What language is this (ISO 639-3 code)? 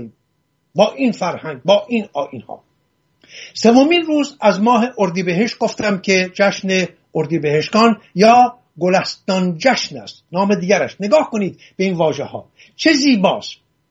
fas